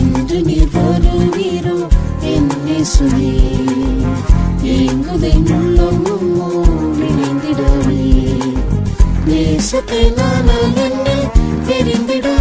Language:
Tamil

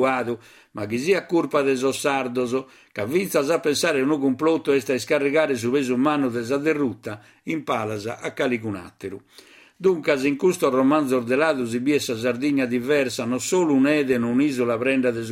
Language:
Sardinian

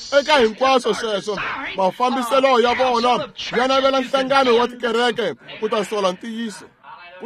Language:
Tsonga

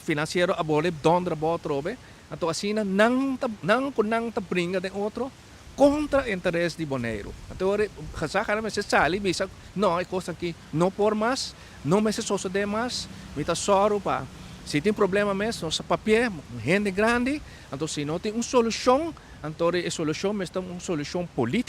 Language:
Papiamento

